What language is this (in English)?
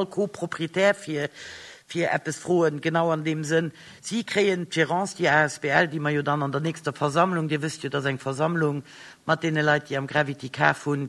Luxembourgish